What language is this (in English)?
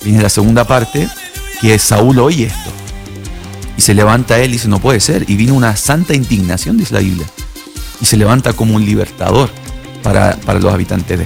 Spanish